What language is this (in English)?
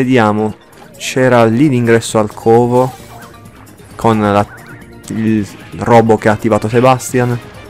Italian